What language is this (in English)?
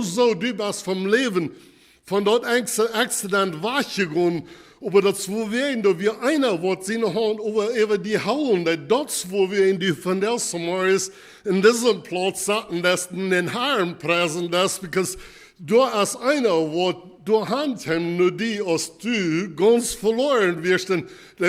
Plautdietsch